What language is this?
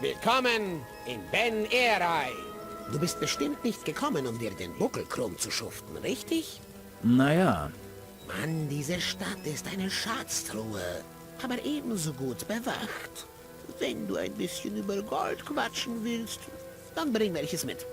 Bavarian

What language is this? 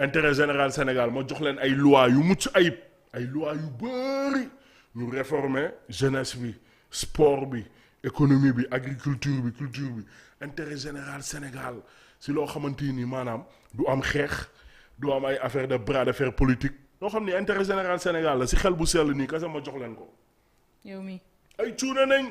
Wolof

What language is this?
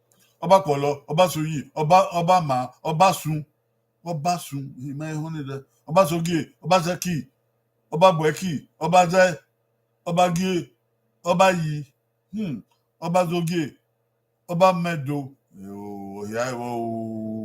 Bini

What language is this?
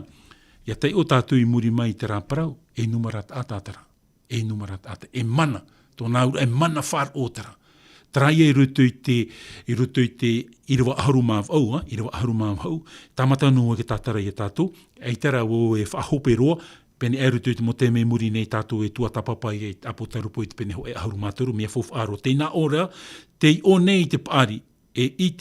Tahitian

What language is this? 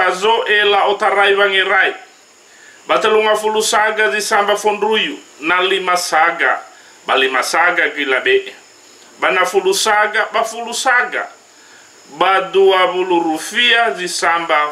Nias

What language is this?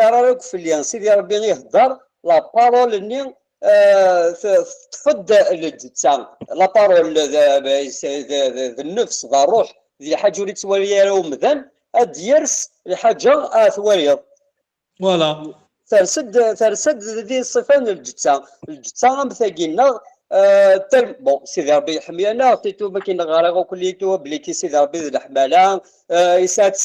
Kabyle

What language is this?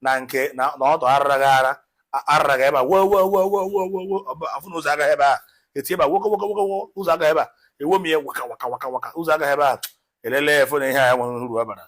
Igbo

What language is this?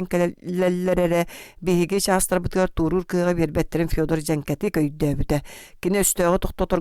Yakut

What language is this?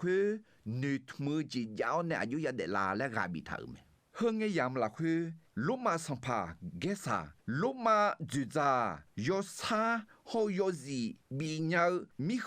Akha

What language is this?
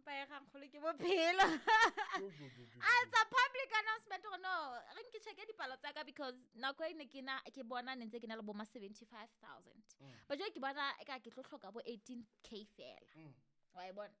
Southern Sotho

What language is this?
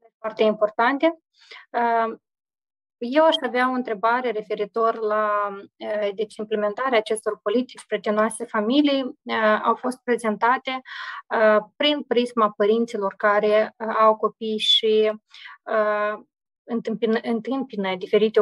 Romanian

